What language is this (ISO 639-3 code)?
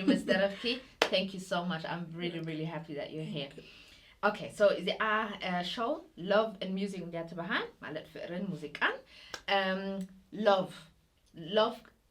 tir